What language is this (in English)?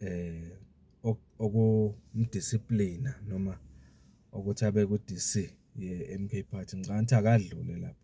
Zulu